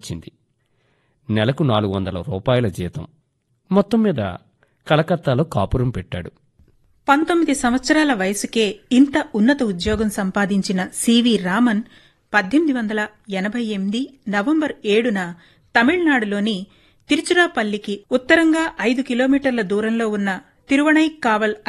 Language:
Telugu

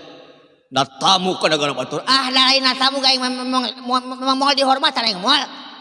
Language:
Sundanese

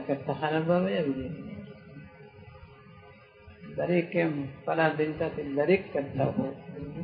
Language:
Gujarati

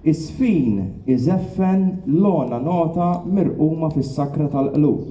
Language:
Maltese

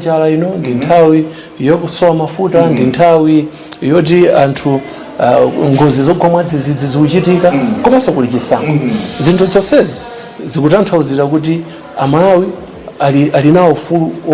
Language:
Nyanja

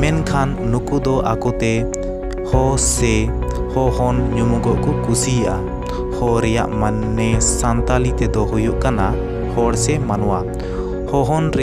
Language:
Santali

